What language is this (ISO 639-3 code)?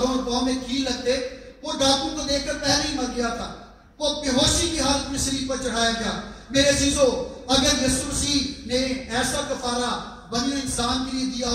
urd